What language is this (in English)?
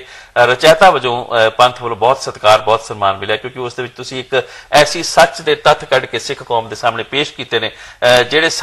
Punjabi